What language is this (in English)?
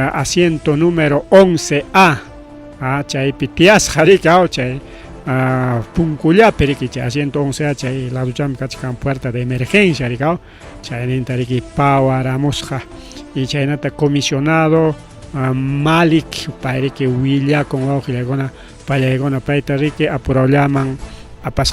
Ayacucho Quechua